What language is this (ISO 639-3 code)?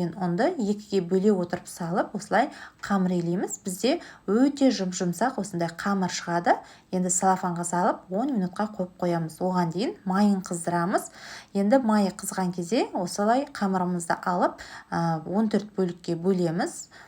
kaz